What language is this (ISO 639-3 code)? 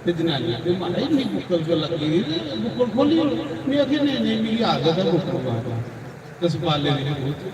doi